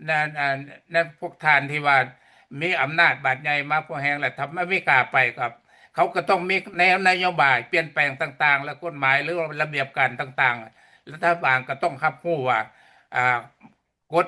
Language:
Lao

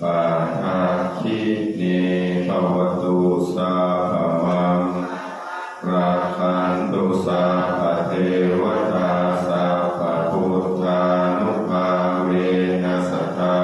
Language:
Pali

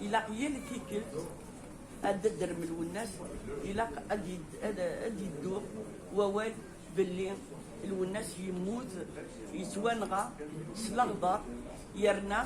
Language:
Kabyle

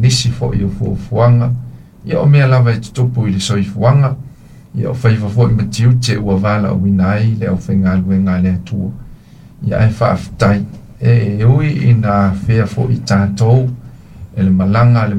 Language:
Samoan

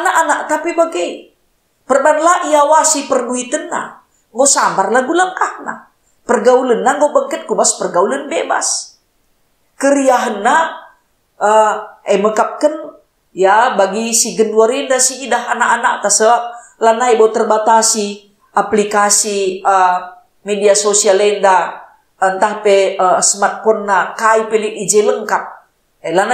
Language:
Batak Karo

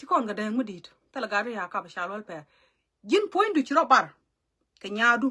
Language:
Nuer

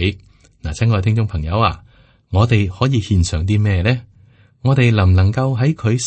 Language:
Cantonese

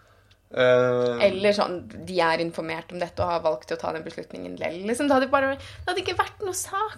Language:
Norwegian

